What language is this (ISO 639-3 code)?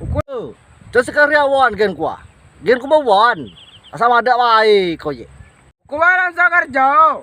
rej